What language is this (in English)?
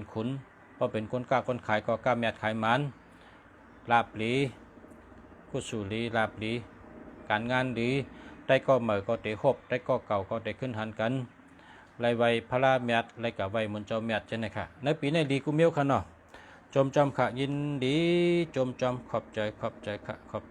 Shan